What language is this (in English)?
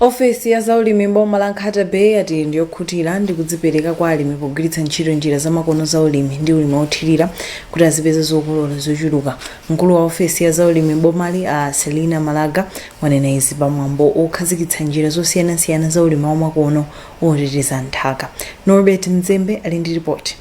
Nyanja